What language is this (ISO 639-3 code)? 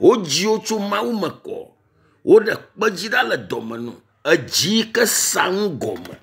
ewe